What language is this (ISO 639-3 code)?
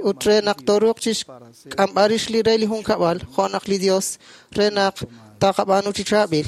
kek